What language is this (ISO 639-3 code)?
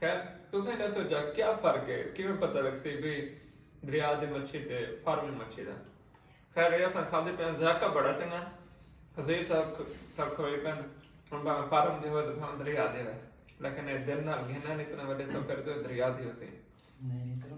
skr